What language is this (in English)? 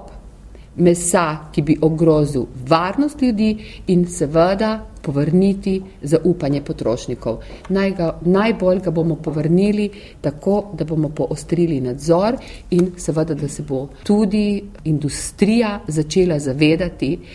Slovenian